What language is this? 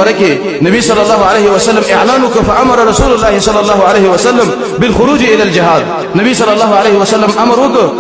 Pashto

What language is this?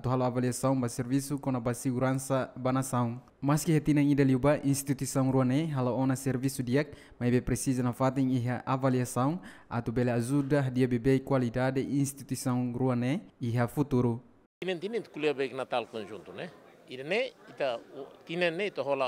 Tetum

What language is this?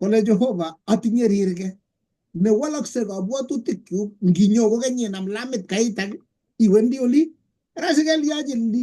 Kalenjin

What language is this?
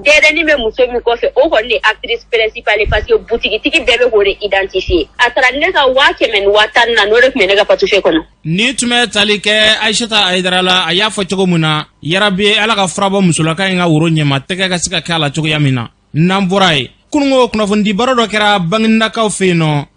Bambara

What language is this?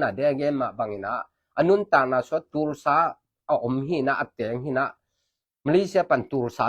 Tedim Chin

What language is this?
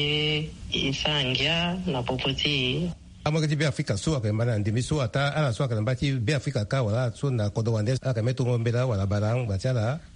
Sango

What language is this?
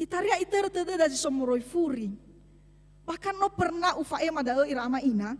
Nias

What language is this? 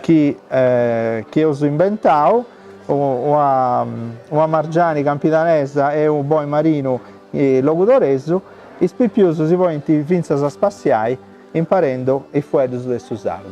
Sardinian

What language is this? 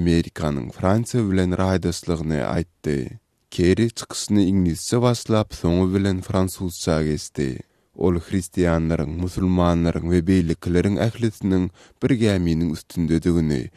Turkmen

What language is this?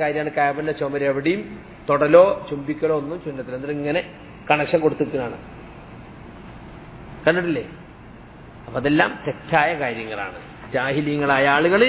Malayalam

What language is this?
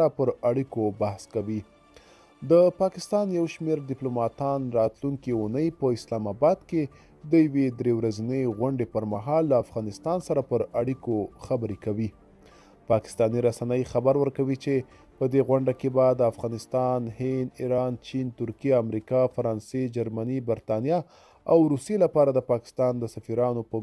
Pashto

